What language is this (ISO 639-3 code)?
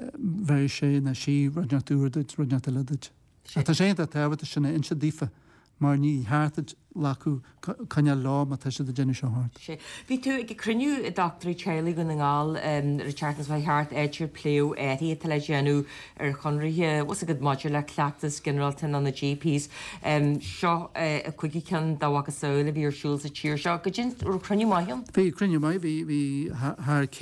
gle